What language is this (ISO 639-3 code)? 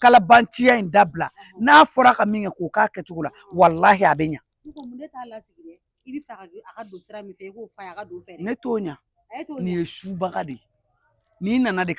bam